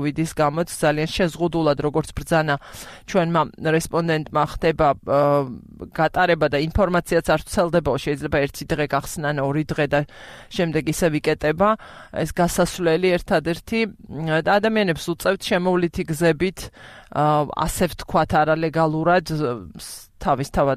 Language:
Georgian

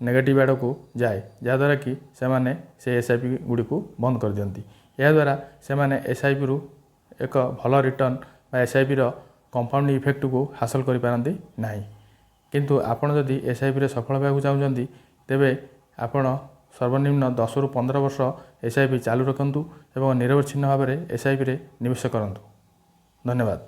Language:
Odia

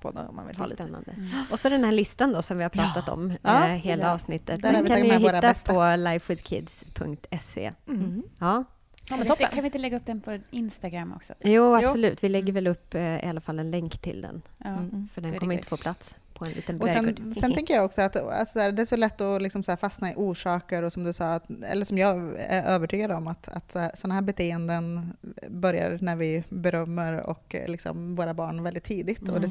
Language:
Swedish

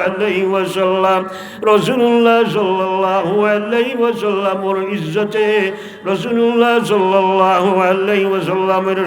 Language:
Sylheti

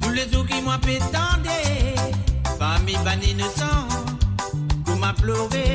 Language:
Morisyen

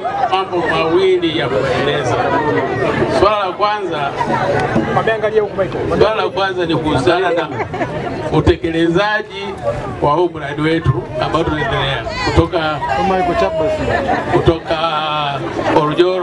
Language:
Swahili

